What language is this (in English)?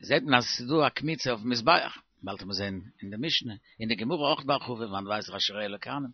Yiddish